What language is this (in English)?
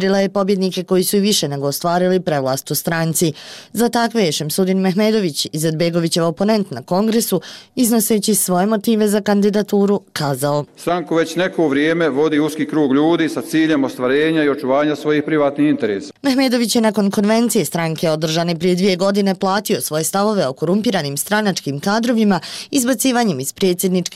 Bosnian